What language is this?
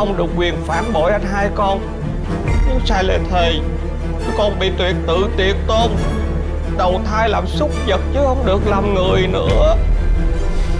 Vietnamese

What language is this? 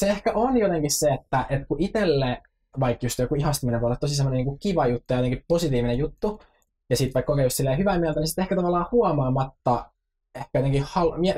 Finnish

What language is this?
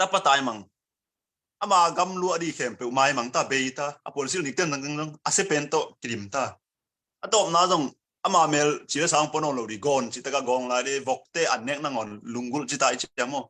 Tedim Chin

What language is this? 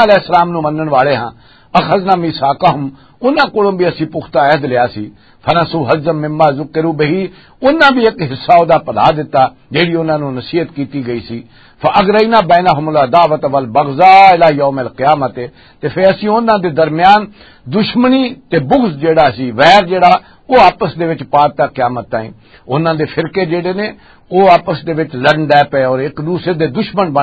Western Panjabi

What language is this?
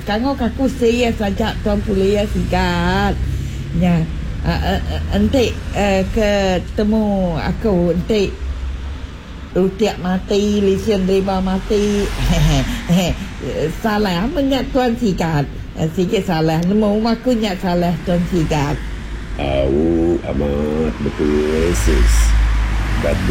Iban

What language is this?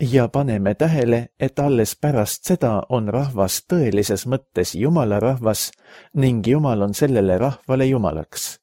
Estonian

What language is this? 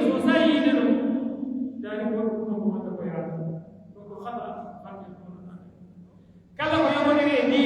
Pular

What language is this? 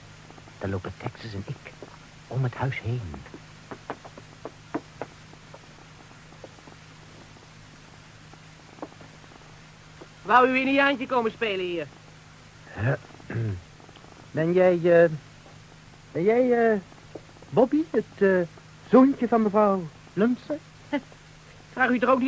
Dutch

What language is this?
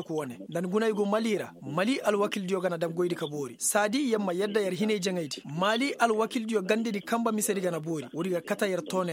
Koyraboro Senni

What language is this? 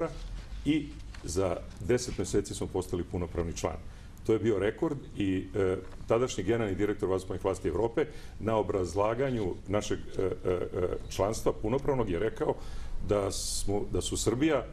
Serbian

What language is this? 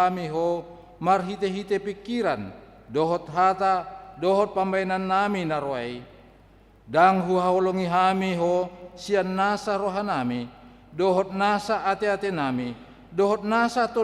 Batak Toba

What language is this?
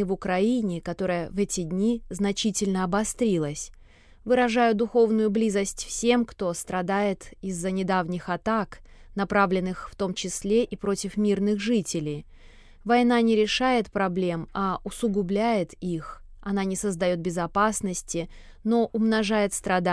Russian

